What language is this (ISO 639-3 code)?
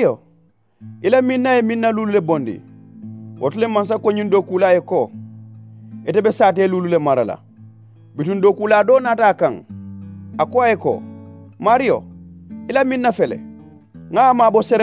man